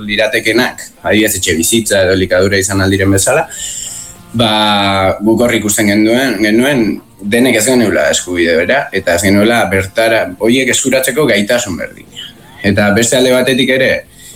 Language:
Basque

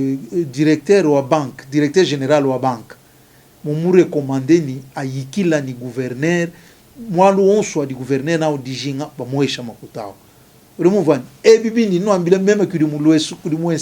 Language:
Luba-Lulua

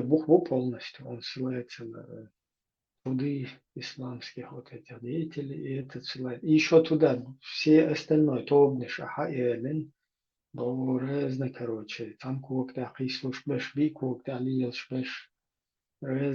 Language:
Chechen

